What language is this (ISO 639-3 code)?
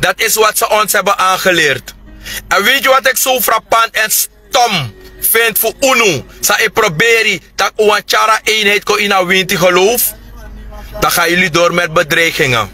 srn